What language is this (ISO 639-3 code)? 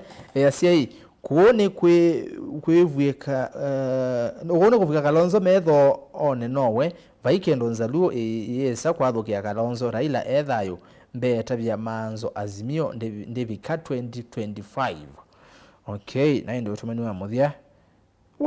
kam